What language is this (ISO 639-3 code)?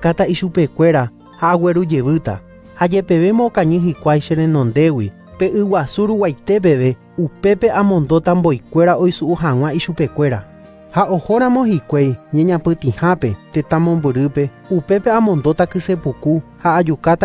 grn